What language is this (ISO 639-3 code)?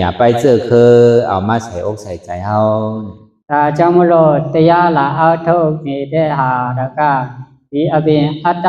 shn